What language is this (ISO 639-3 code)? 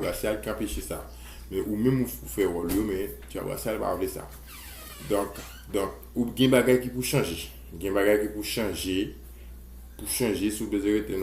hat